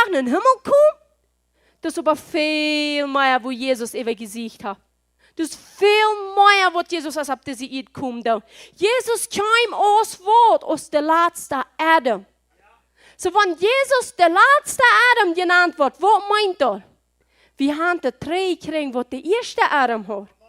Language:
Plautdietsch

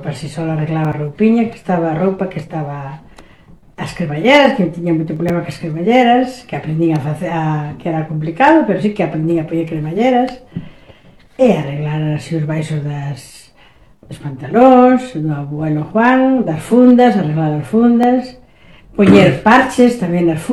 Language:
Galician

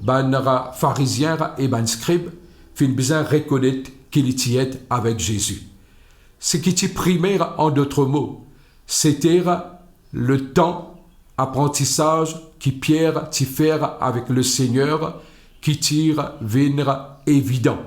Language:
Morisyen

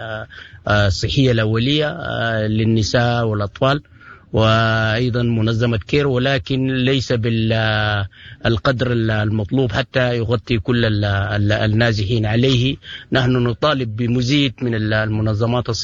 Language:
Sudanese Arabic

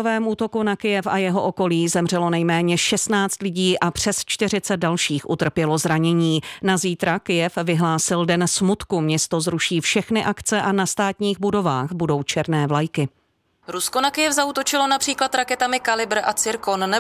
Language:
Czech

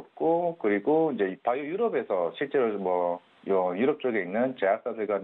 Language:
Korean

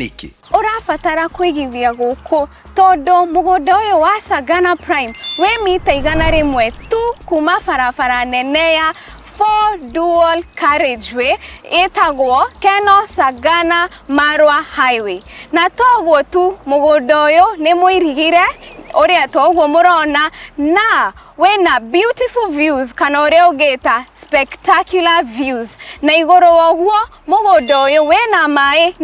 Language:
Kikuyu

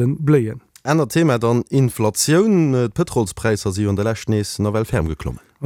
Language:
Luxembourgish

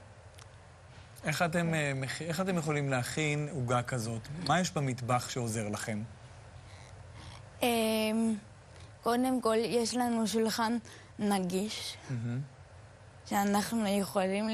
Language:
Hebrew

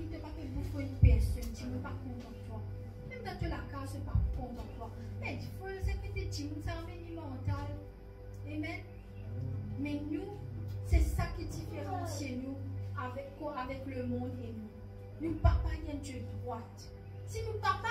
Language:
Morisyen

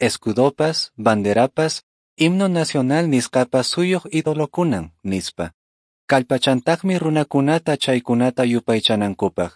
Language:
Quechua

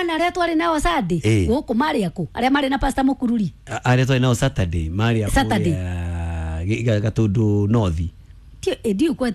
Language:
Kikuyu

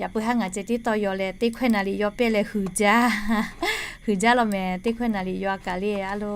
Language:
Lahu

